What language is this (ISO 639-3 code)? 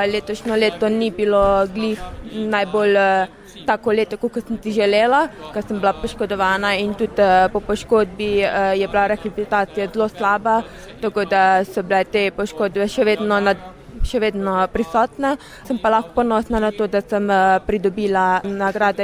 slv